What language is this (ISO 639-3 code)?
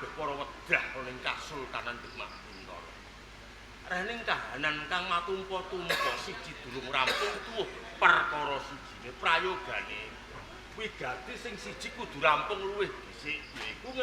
jav